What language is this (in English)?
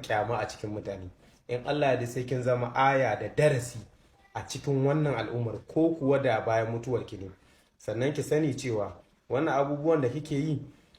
Hausa